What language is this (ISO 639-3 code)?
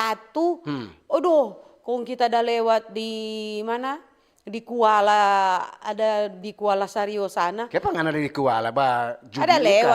xmm